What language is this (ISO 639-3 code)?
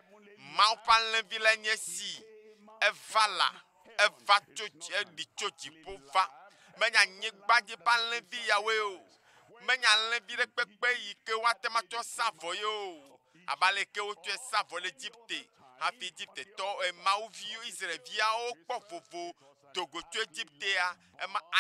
ewe